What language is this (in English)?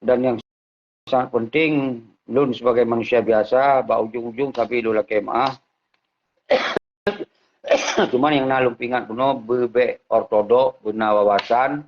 Achinese